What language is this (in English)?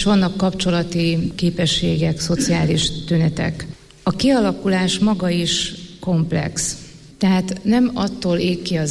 Hungarian